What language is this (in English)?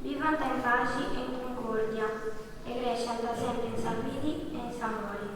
Sardinian